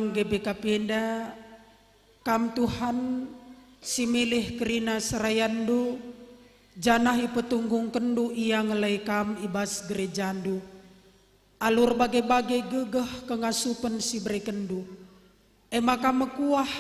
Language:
Batak Karo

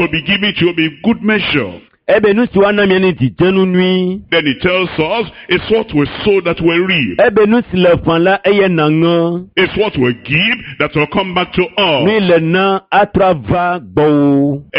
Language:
Ewe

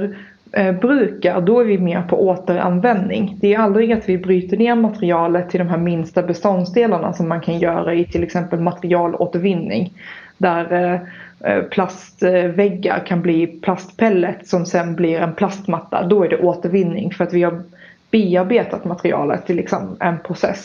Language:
Swedish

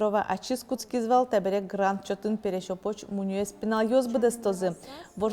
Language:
Udmurt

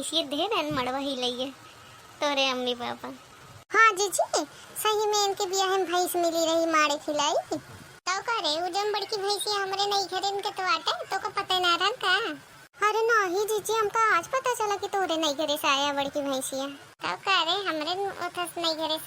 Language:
Awadhi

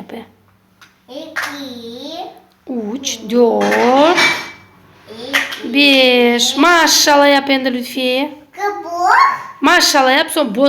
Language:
Crimean Tatar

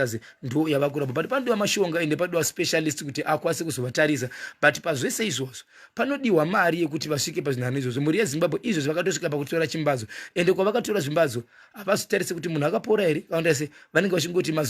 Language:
Shona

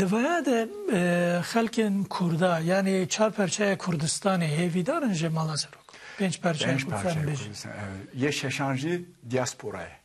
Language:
Kurdish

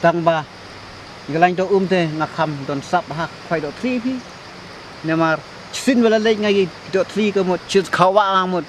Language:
Khasi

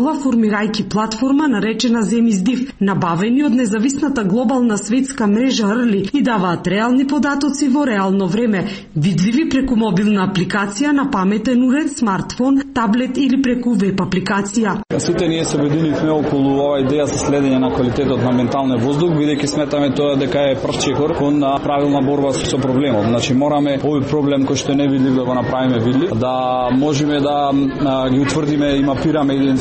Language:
Macedonian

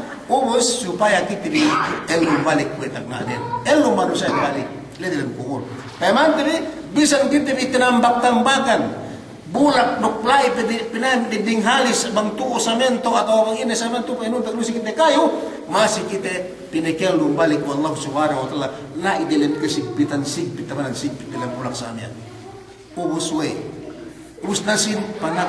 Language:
Yakan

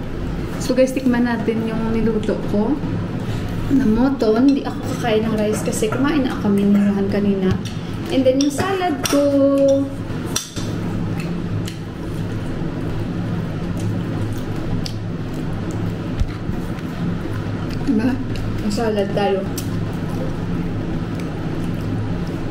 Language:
Filipino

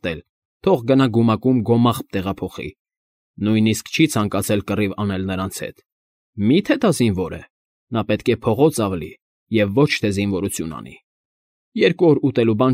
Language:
Armenian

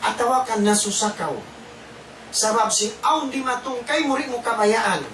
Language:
Tausug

